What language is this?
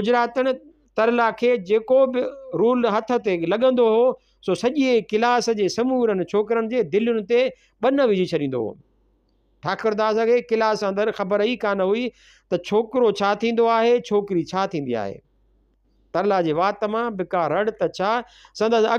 Sindhi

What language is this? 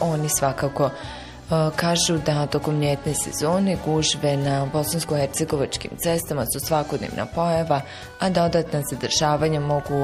Bosnian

